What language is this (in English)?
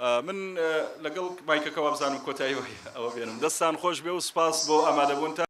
Central Kurdish